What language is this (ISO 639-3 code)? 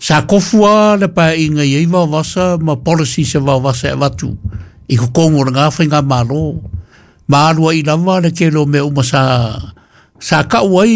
smo